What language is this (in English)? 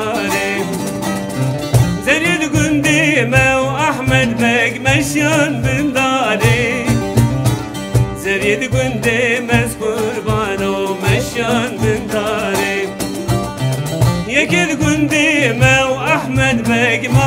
Kurdish